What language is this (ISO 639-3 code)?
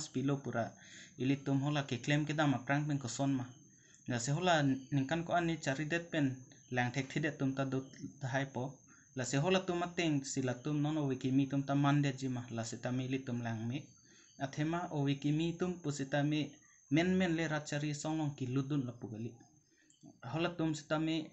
mjw